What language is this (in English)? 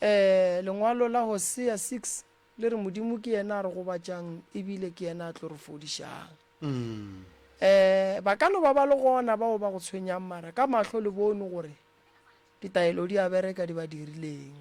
Northern Sotho